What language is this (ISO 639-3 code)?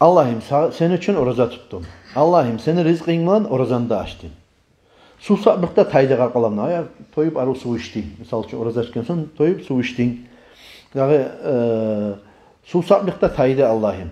kum